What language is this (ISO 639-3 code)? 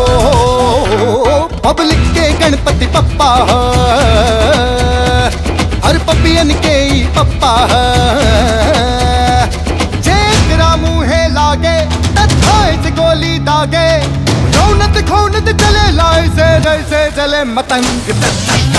bho